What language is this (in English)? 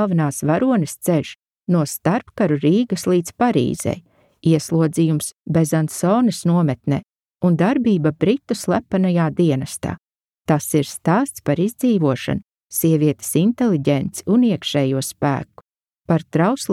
Latvian